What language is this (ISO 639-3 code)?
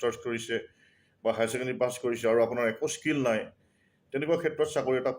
asm